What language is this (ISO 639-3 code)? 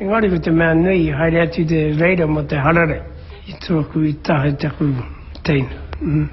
mri